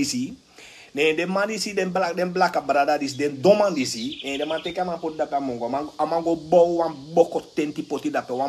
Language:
Sranan Tongo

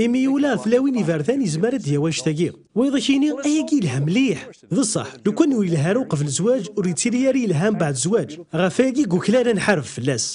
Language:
Kabyle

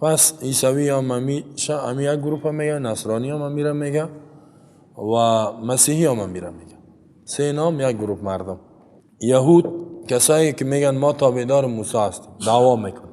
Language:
Persian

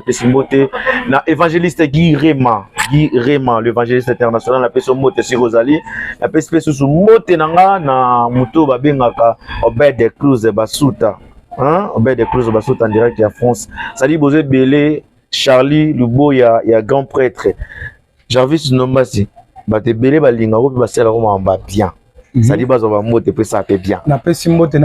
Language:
Lingala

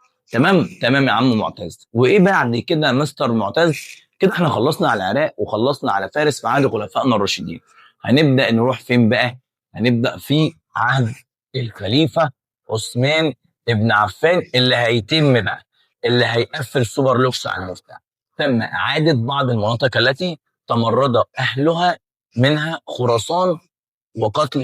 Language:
Egyptian Arabic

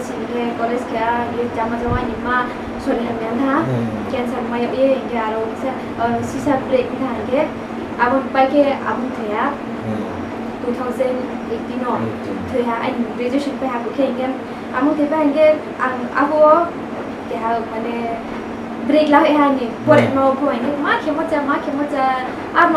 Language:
Riang (India)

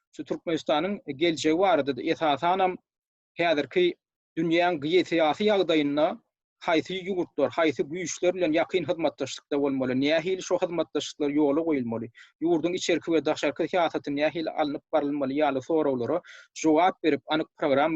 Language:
Turkmen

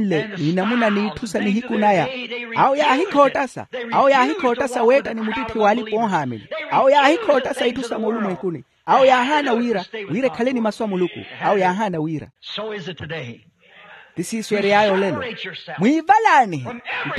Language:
Makhuwa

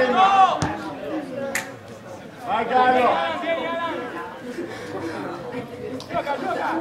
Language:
Italian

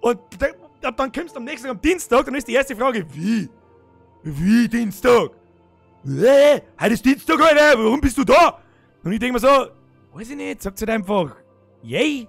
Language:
Bavarian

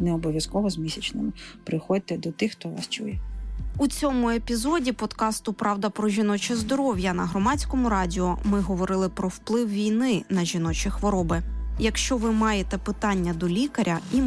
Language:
Ukrainian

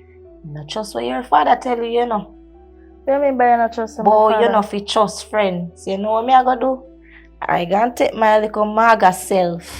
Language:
Jamaican Creole English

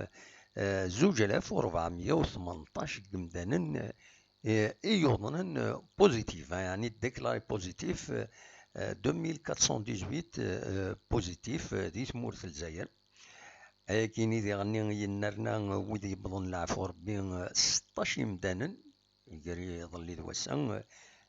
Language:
Kabyle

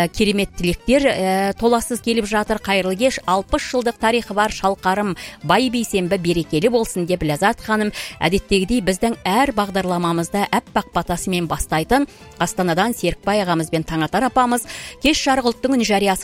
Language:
Kazakh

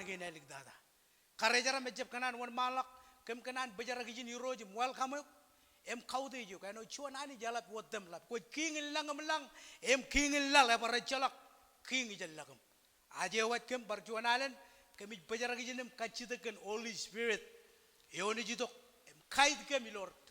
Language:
Marshallese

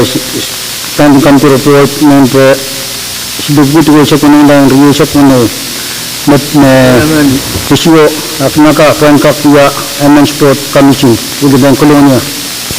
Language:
Pohnpeian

